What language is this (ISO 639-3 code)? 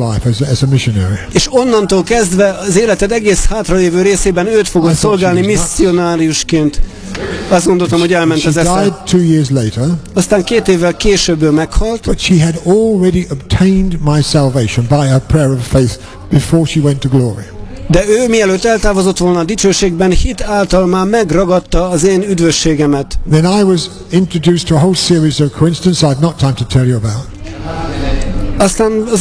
hun